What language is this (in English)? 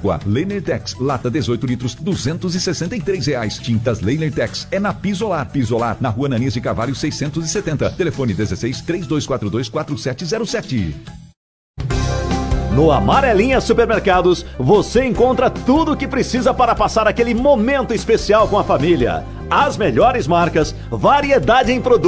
Portuguese